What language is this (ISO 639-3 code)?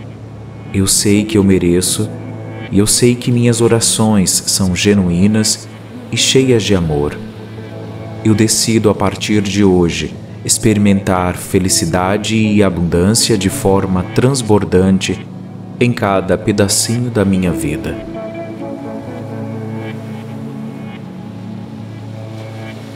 por